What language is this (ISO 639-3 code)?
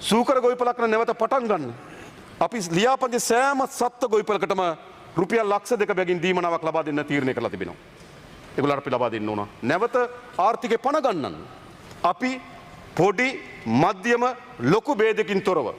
sin